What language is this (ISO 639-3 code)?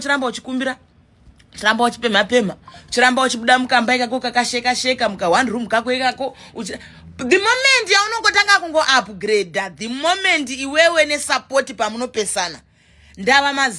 sna